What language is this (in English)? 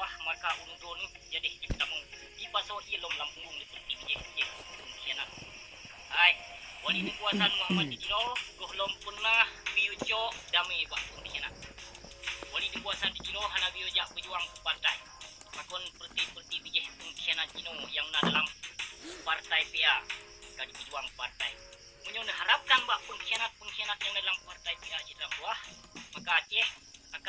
Achinese